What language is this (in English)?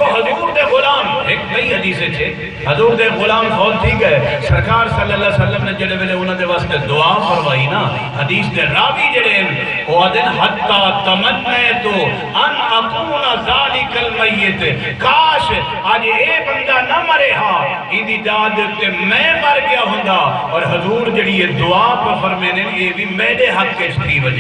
Saraiki